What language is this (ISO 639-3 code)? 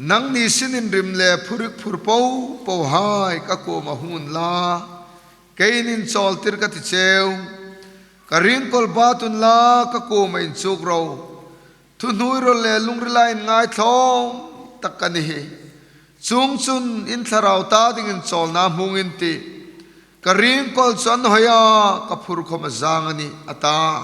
hmr